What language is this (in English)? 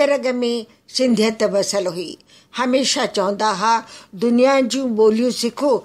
Sindhi